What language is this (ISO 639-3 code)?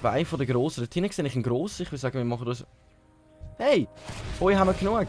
gsw